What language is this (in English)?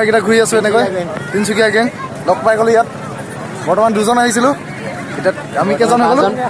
Assamese